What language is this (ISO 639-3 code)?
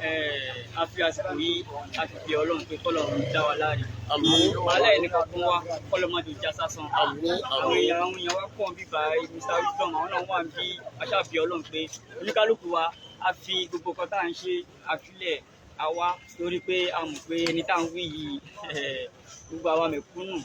yor